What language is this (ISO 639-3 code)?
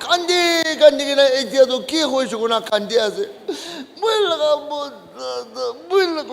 nag